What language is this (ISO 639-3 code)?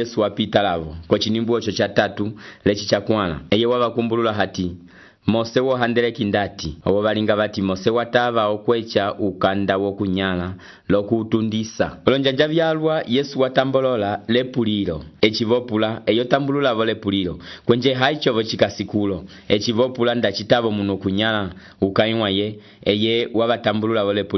umb